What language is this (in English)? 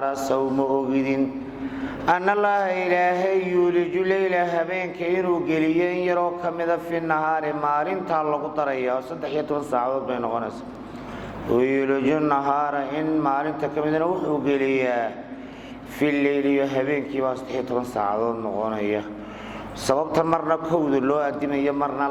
Somali